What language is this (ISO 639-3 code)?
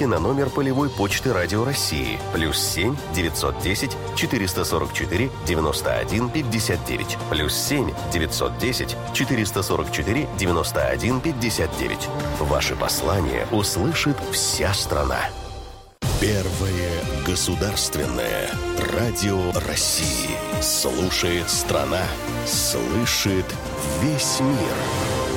rus